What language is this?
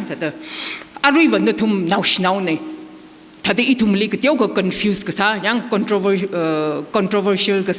Tangkhul Naga (India)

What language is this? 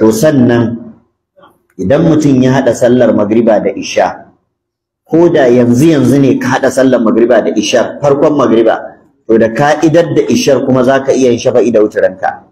Hausa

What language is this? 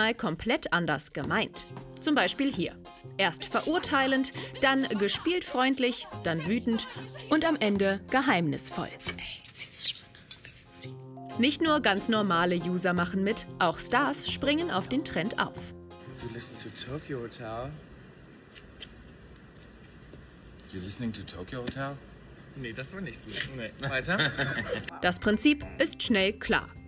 German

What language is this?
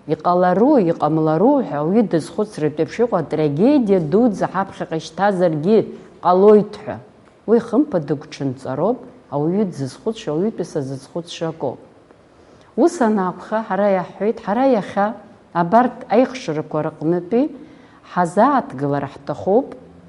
Abkhazian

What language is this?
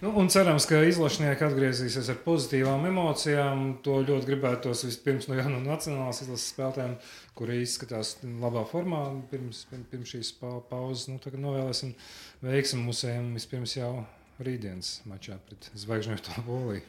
Latvian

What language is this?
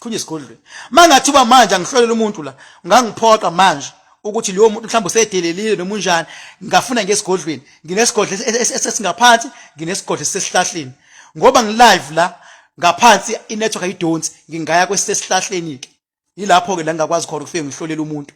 Zulu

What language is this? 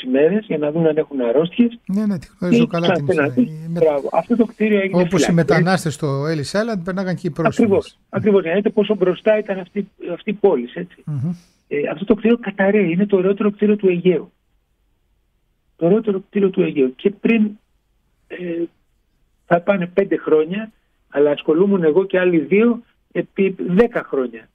Greek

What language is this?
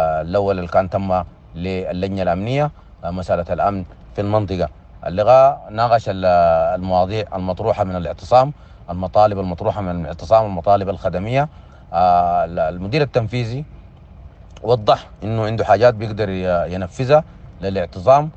Sudanese Arabic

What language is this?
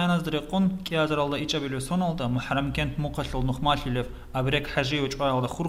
Avaric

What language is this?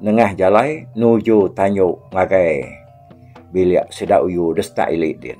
Iban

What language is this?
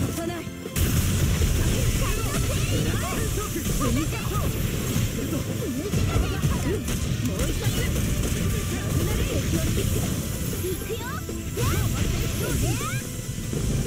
Japanese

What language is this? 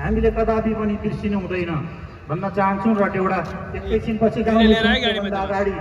Nepali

